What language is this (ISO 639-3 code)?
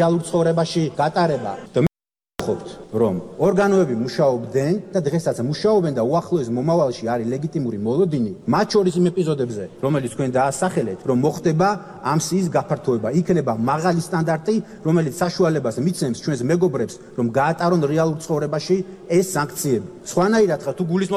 kat